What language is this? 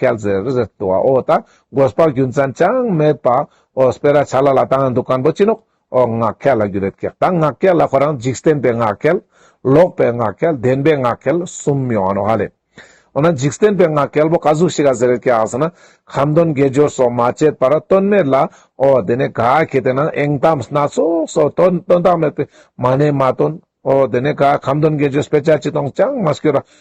Ladakhi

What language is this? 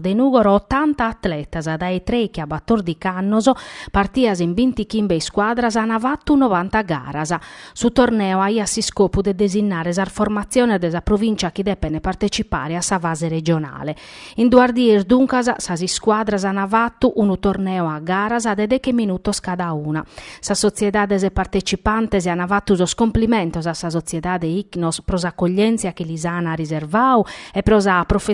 Sardinian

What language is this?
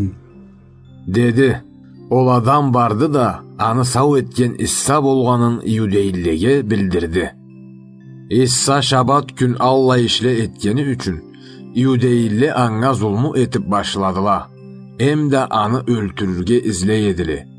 Karachay-Balkar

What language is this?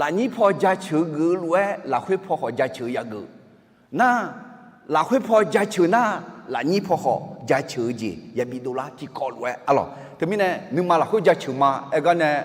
Akha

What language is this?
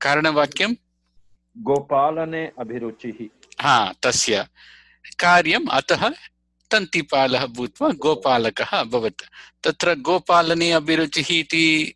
Sanskrit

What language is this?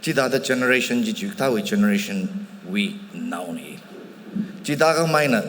Tangkhul Naga (India)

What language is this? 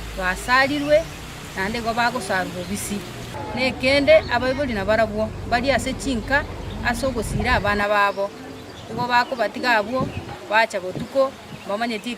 Gusii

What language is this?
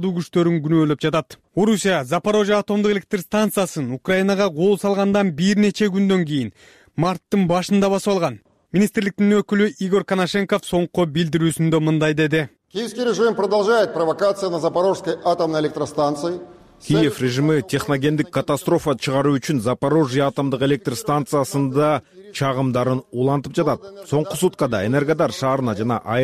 Kyrgyz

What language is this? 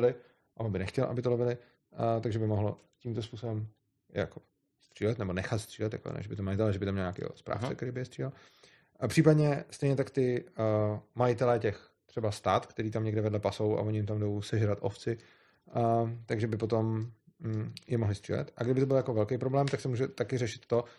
Czech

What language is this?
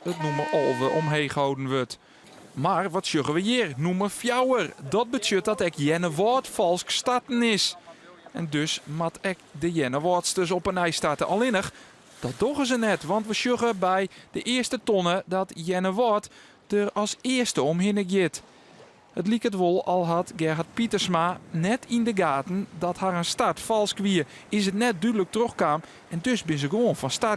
Western Frisian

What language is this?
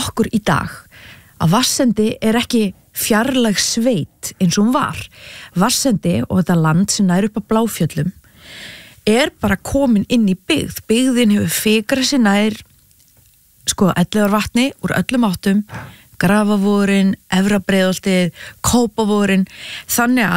Icelandic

